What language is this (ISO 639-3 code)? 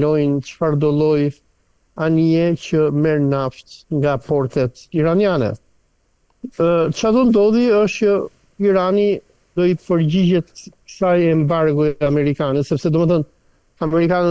sqi